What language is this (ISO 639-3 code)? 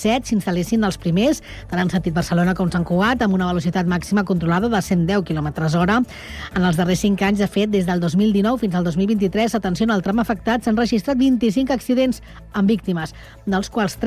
cat